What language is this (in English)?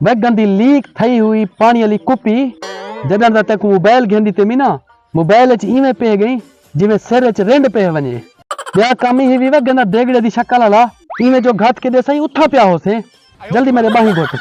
Saraiki